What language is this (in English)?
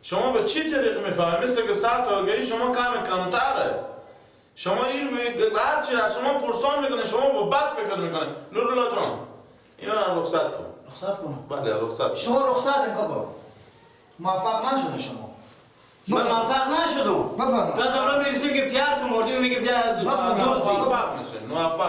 Persian